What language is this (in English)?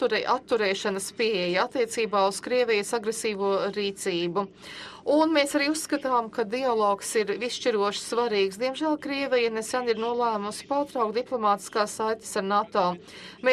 Latvian